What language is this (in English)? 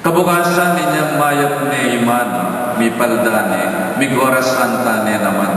Pampanga